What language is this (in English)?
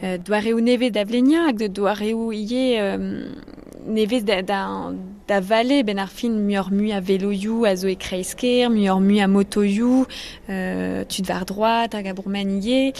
Breton